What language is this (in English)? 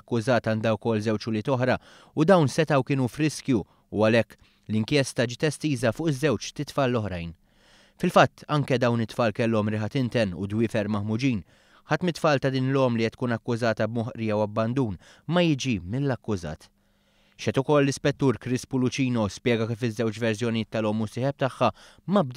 Maltese